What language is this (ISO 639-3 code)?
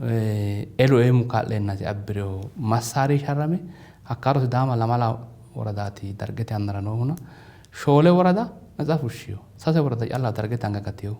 sid